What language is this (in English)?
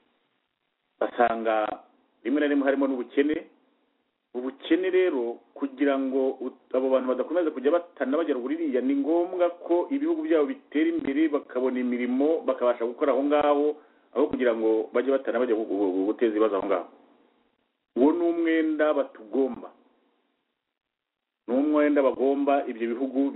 Kinyarwanda